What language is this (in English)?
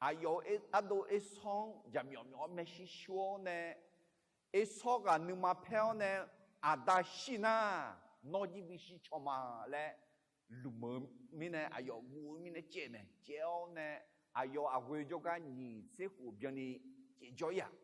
Akha